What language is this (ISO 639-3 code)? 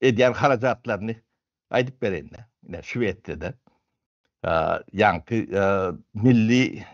tuk